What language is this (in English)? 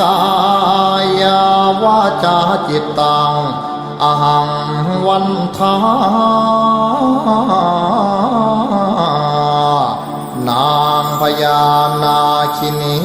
Pali